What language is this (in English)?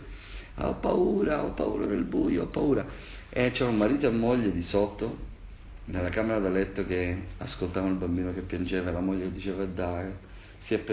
Italian